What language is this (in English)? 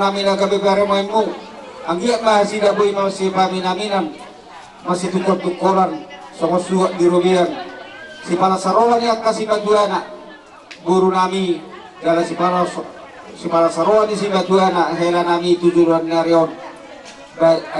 Batak Toba